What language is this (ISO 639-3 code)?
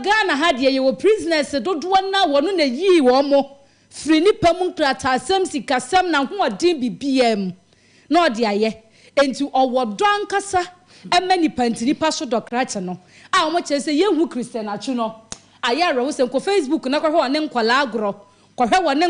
aka